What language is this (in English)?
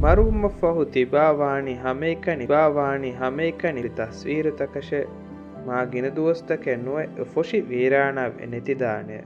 Divehi